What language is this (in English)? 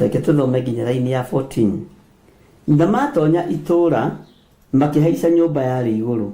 Kikuyu